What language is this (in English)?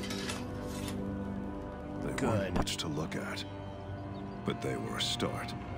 English